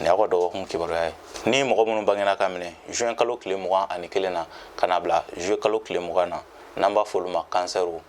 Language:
Bambara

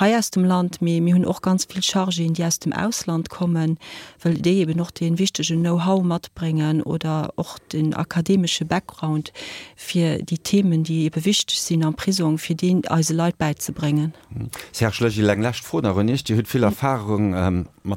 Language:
Luxembourgish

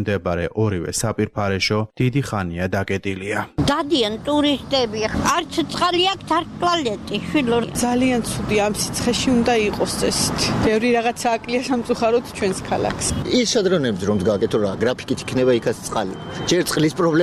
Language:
Georgian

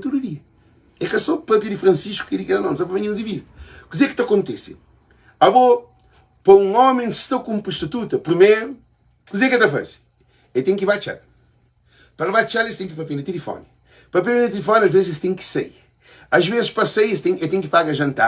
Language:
Kabuverdianu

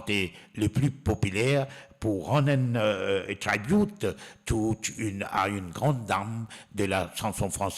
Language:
Morisyen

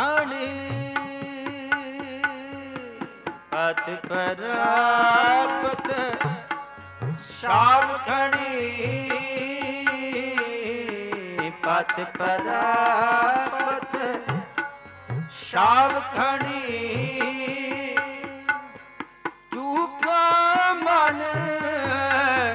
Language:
Punjabi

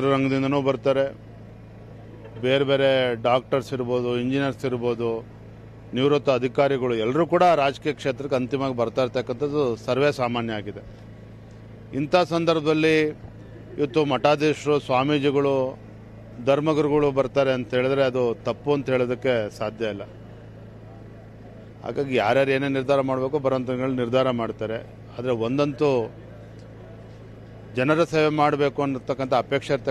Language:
Kannada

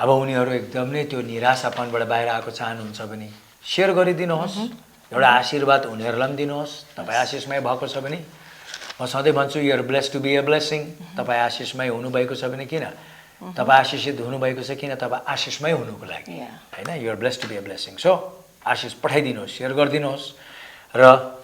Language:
Nepali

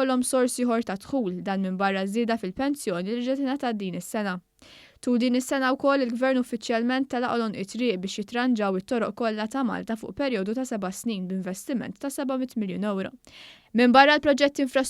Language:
Maltese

